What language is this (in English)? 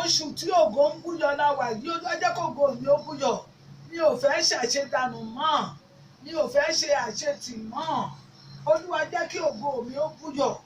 Yoruba